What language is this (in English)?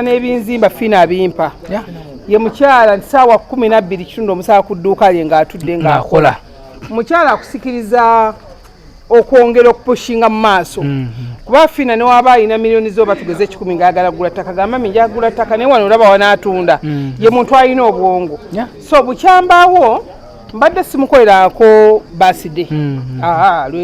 Ganda